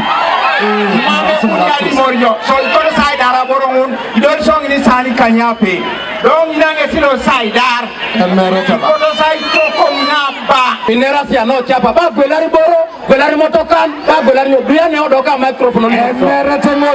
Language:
Teso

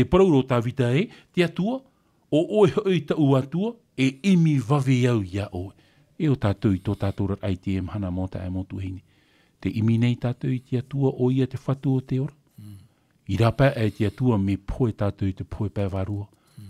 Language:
Tahitian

